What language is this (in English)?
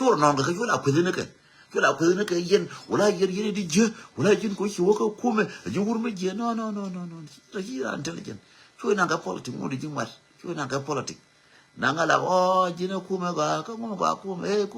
Nuer